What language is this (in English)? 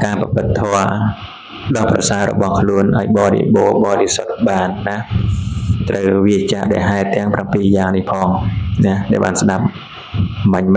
Khmer